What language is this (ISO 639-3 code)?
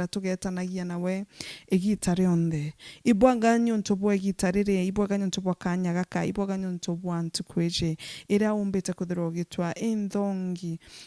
mer